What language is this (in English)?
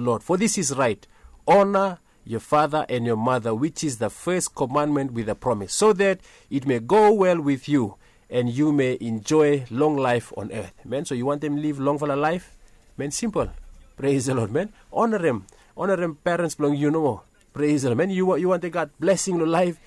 Bislama